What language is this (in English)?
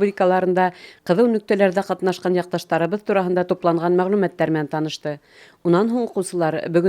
Bashkir